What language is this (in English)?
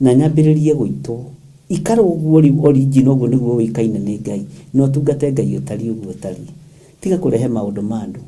Kikuyu